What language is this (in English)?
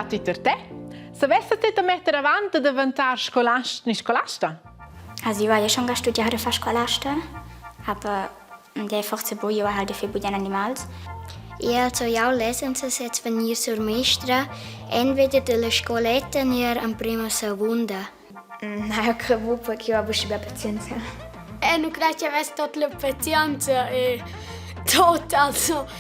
Romansh